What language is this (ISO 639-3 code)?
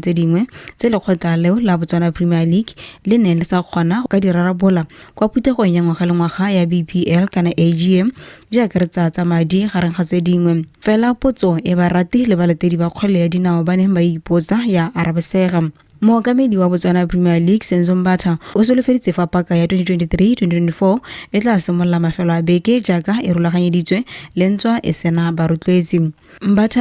tsn